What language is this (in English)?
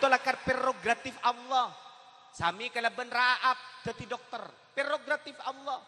Madurese